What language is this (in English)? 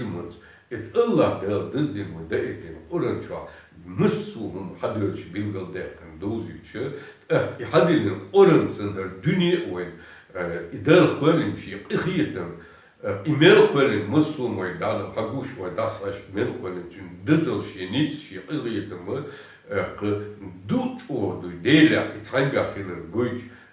Chechen